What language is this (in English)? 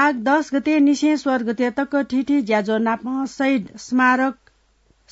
Newari